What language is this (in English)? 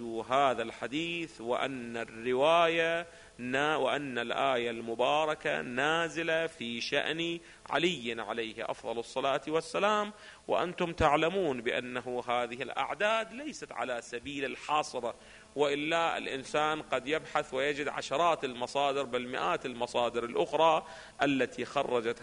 Arabic